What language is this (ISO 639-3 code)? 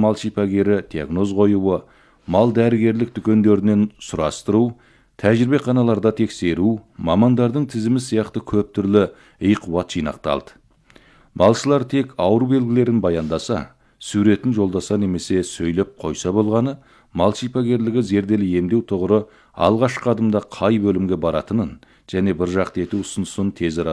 kaz